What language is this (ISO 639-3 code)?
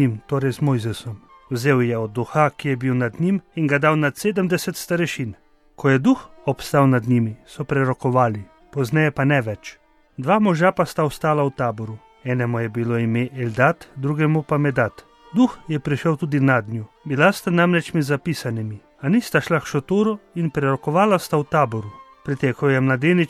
slv